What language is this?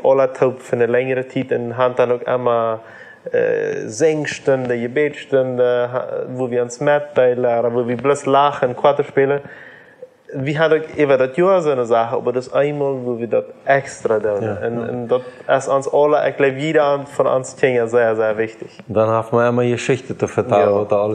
Plautdietsch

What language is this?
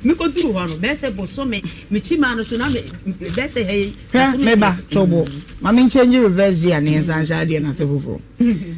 Akan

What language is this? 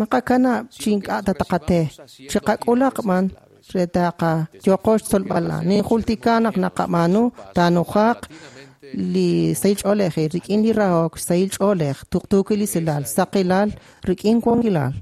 Kekchí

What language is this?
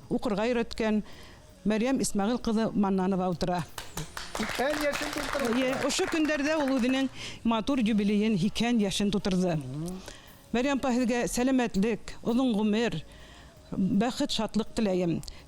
Bashkir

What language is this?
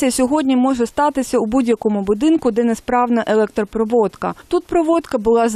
Ukrainian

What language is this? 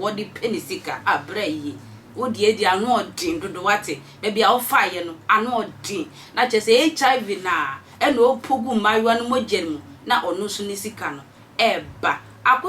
Akan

